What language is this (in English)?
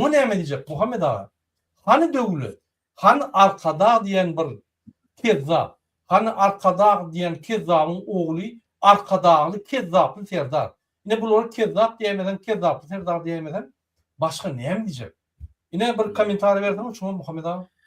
Turkmen